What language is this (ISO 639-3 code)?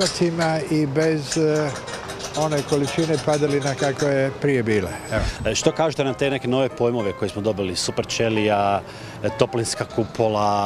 hrv